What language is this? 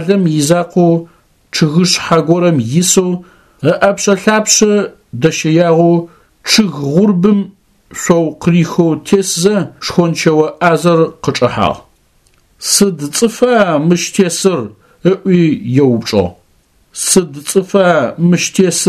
Adyghe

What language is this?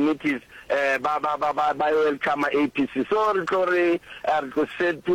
Northern Sotho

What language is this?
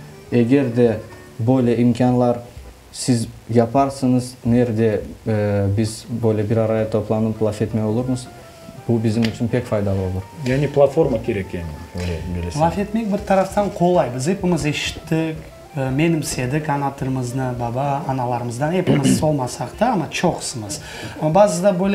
Crimean Tatar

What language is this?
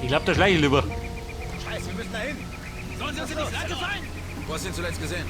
Bavarian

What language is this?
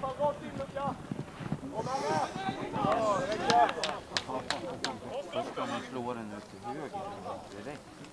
Swedish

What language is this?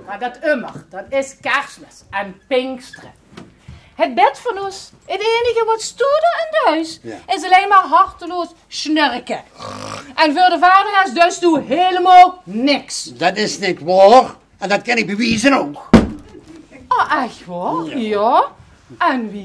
Limburgish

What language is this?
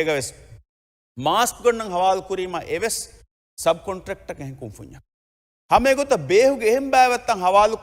Divehi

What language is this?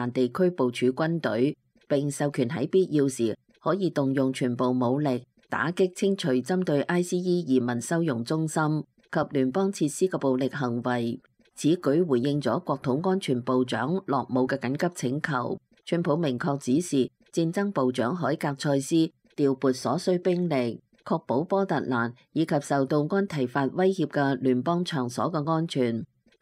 Cantonese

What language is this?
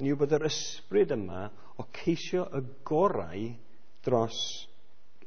Welsh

